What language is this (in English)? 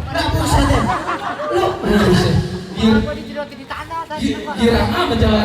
Betawi